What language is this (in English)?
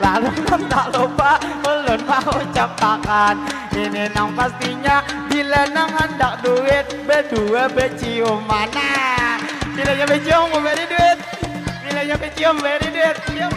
Banjar